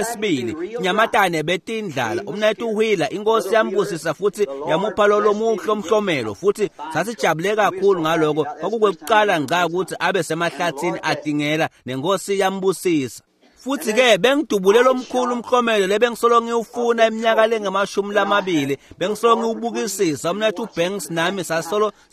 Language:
Swati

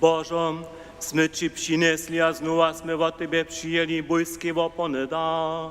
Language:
Upper Sorbian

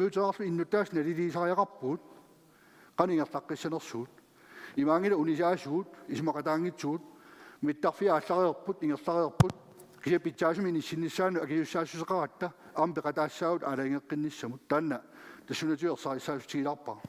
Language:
Kalaallisut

